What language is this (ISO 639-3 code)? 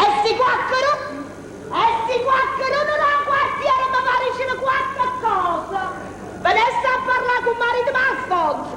nap